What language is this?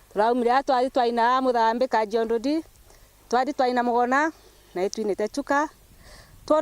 Meru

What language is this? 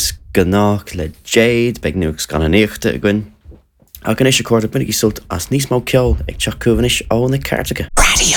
Irish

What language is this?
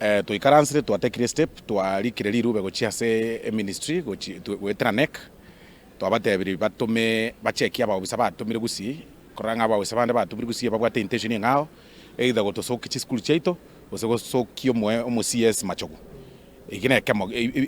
Gusii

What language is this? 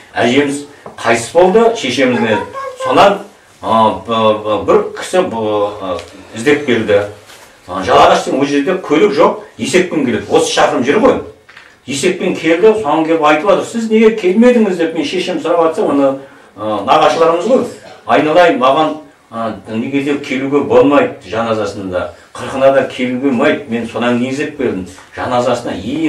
Kazakh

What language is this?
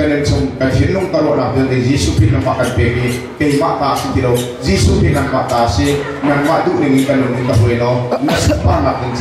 Hakha Chin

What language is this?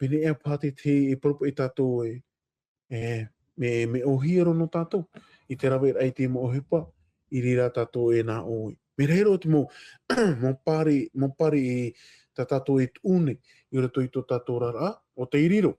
Tahitian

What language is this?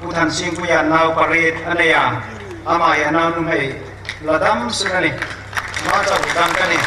Hmar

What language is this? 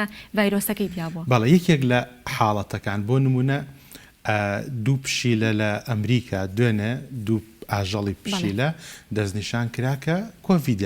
Central Kurdish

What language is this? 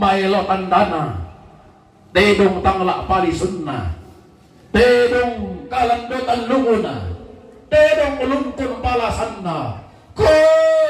Toraja-Sa'dan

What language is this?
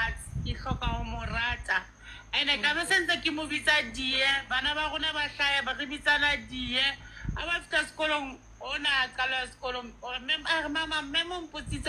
Southern Sotho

